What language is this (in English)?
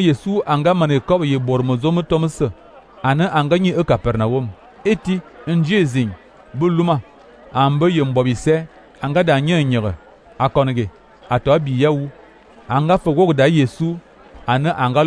Fang